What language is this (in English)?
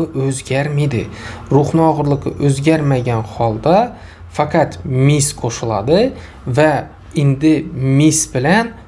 Uzbek